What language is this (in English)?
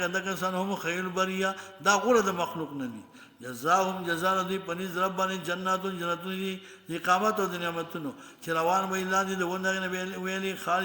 Pashto